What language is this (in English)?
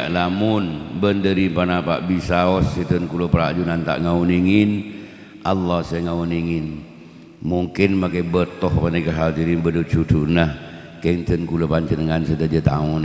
Madurese